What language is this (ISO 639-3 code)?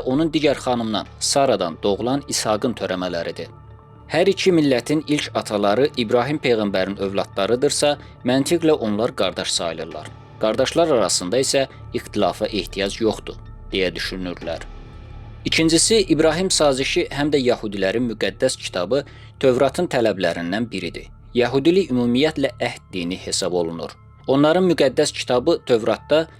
aze